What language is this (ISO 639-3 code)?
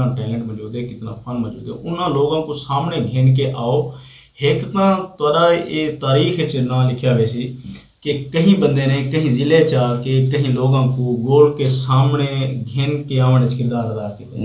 skr